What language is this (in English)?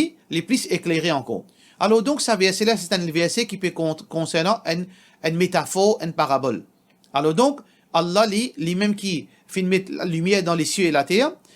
Morisyen